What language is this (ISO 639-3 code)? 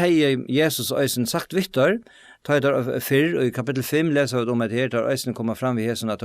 fao